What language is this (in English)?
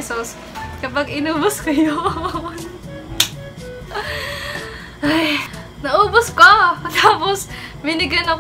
Filipino